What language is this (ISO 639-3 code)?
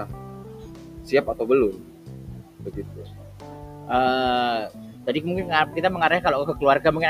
ind